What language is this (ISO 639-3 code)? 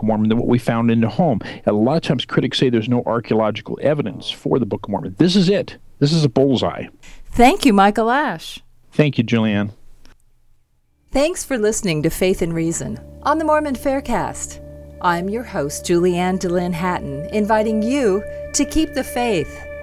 eng